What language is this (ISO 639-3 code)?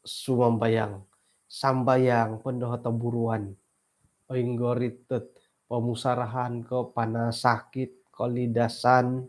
dtp